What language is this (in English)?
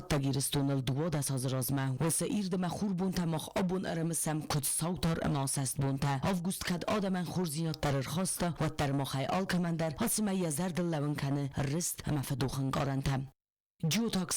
Ossetic